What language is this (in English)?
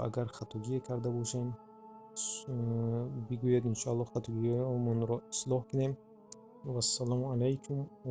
Tajik